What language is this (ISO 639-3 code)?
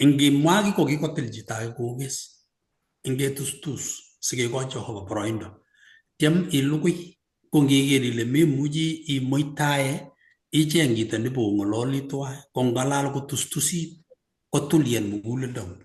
kln